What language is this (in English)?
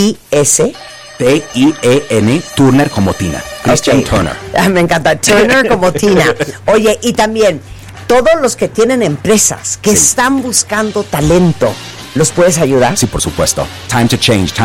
Spanish